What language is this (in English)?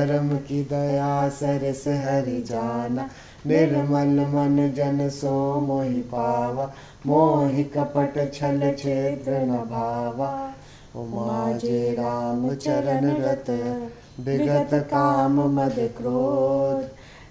Sanskrit